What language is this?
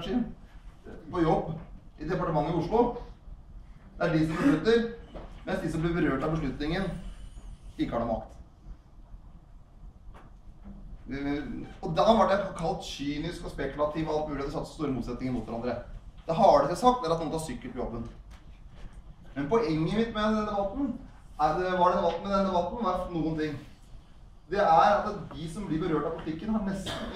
Norwegian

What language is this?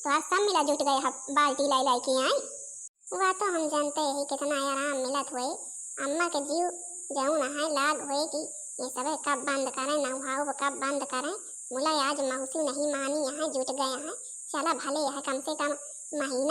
Awadhi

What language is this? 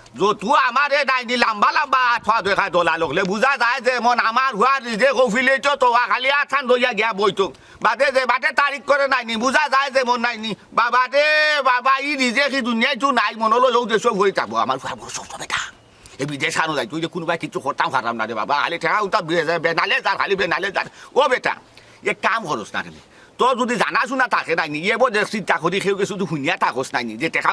Sylheti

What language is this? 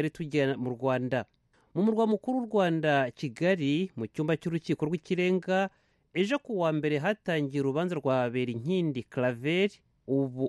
Kinyarwanda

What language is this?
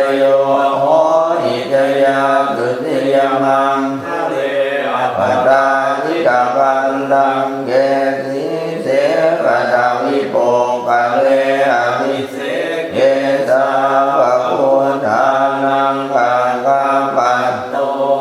Pali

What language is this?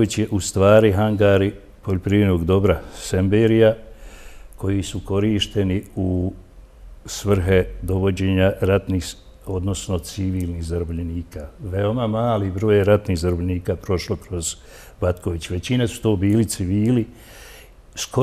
Bosnian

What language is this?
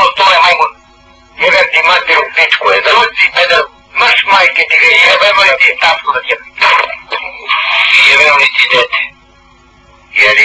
Serbian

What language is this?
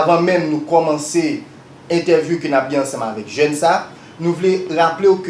Haitian Creole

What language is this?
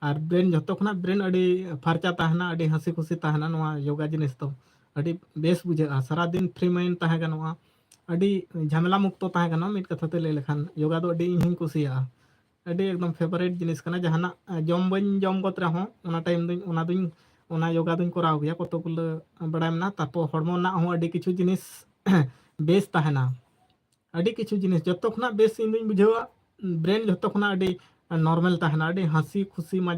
Santali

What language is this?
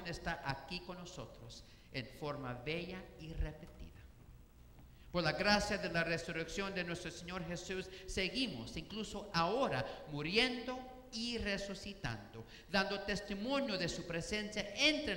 Spanish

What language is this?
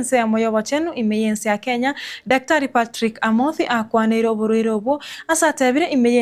Gusii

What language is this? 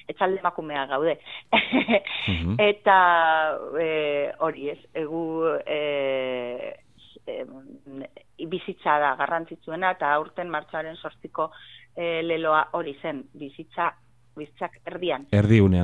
Basque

